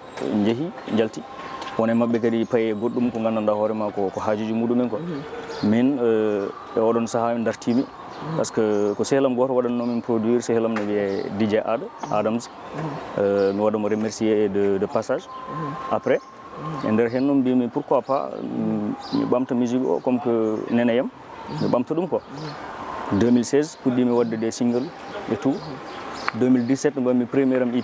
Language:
Fula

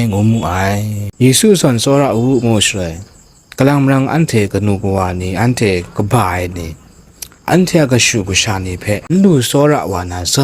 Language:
Kachin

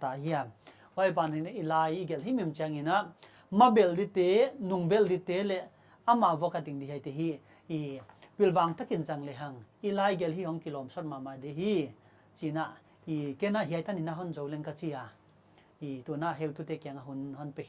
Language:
Paite Chin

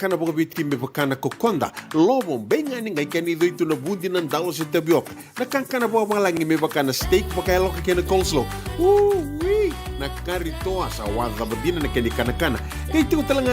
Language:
Fijian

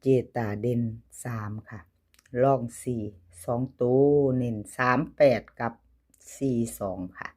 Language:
Northeastern Thai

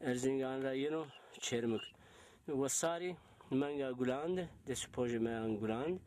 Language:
Zaza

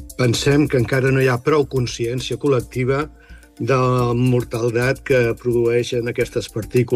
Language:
Catalan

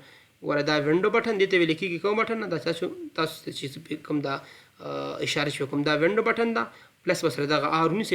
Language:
Pashto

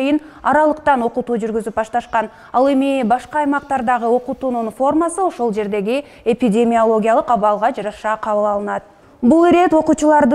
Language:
Kyrgyz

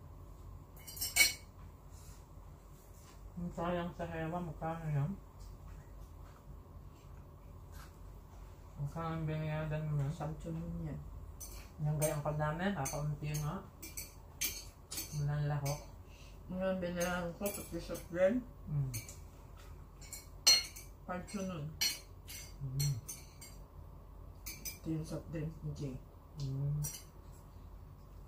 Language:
Filipino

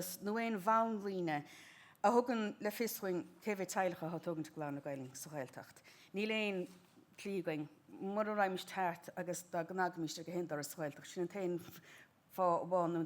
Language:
Irish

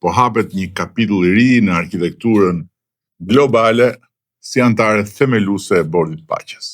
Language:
Albanian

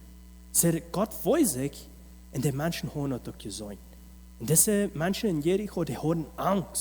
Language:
Plautdietsch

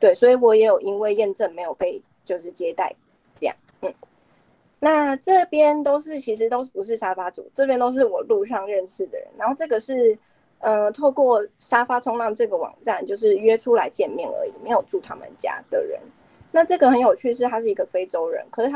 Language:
Chinese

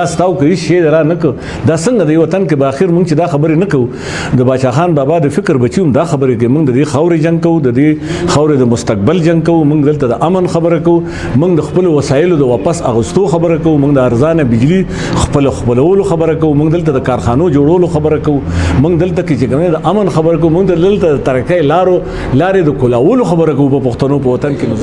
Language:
Pashto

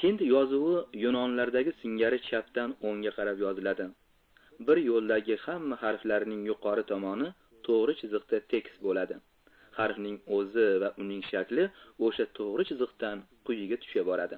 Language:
Uzbek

